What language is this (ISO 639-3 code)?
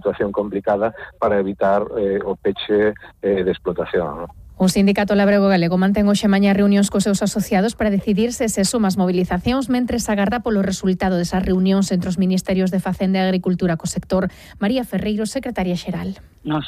glg